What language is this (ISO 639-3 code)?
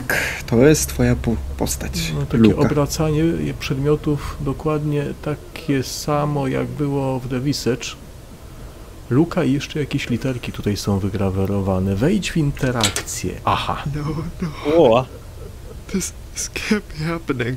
pol